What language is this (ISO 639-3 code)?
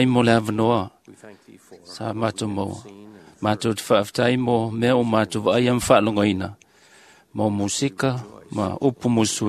smo